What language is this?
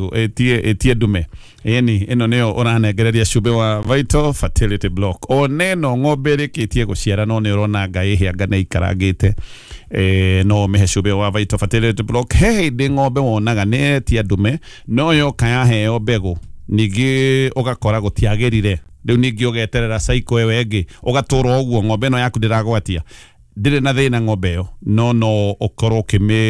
Kikuyu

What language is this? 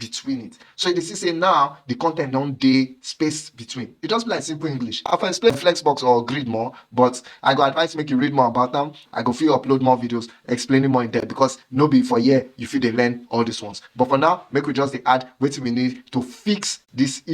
Nigerian Pidgin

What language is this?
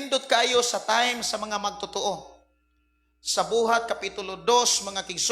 Cebuano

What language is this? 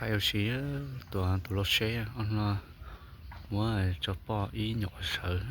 Hmong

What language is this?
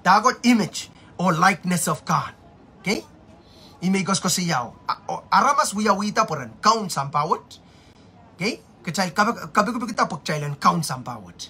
Pohnpeian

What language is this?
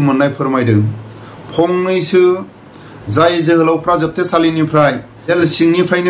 Bodo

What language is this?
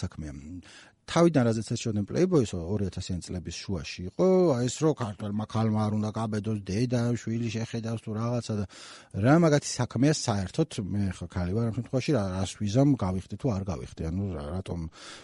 Georgian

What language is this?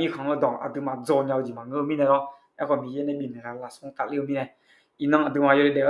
Akha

